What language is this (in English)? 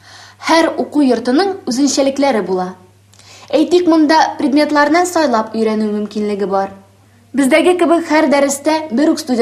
Tatar